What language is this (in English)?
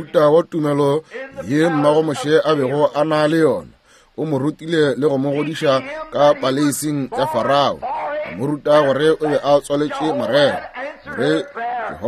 Northern Sotho